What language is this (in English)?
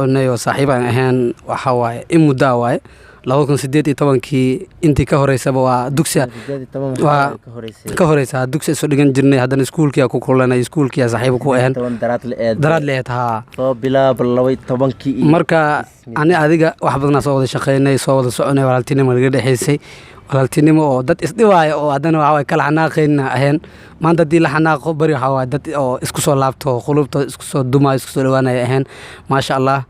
Somali